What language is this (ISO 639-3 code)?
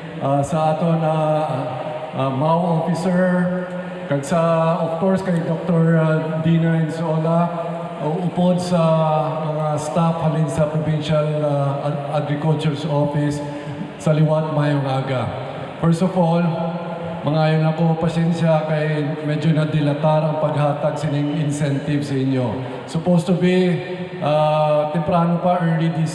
hil